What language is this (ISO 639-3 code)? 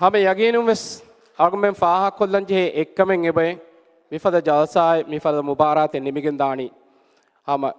div